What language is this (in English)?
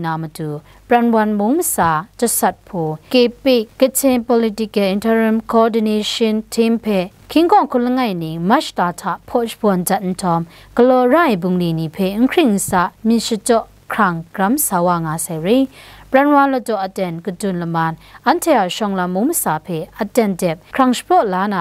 Kachin